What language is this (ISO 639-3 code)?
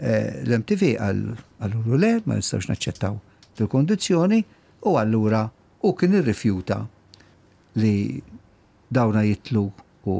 mlt